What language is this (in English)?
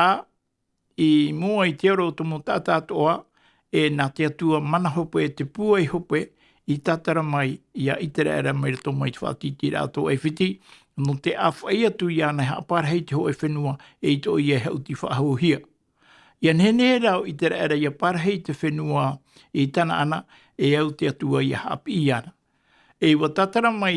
Tahitian